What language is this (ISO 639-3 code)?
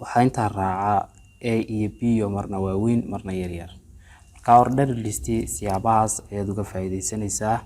som